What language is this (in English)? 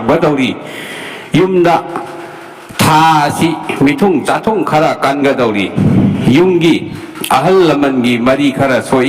Manipuri